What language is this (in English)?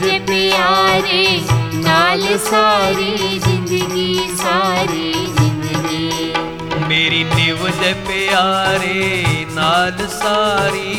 Punjabi